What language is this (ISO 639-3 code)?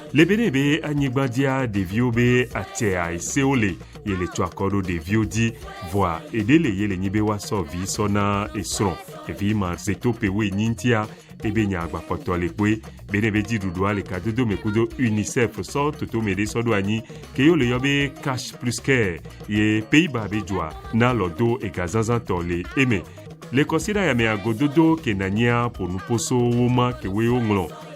ewe